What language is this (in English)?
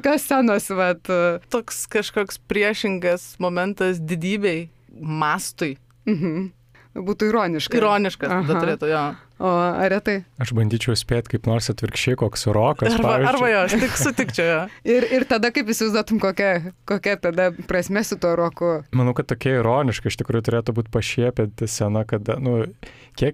Lithuanian